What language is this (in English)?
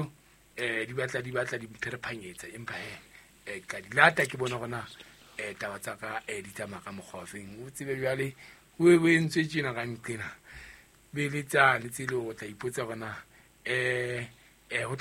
Southern Sotho